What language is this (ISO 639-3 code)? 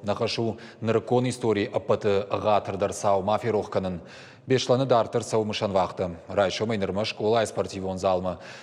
oss